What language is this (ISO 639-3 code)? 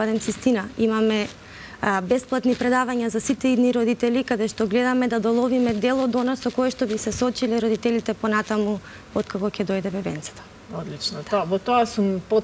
mkd